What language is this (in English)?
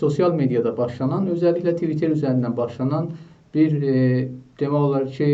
South Azerbaijani